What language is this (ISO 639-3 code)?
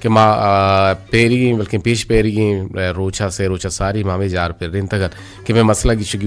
bgp